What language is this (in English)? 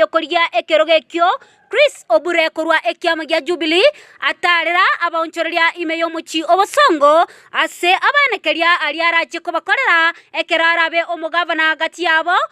Gusii